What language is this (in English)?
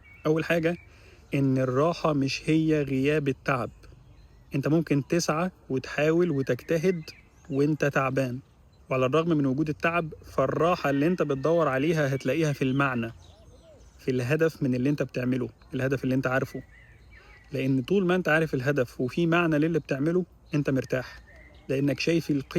Egyptian Arabic